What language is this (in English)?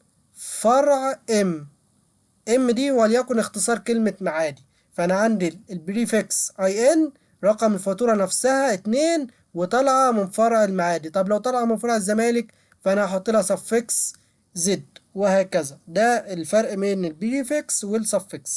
Egyptian Arabic